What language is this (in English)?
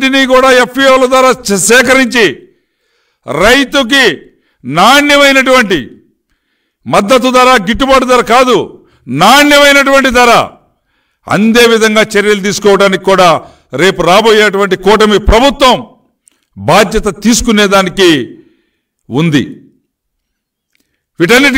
Telugu